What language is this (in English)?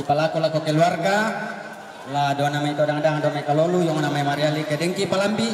Toraja-Sa'dan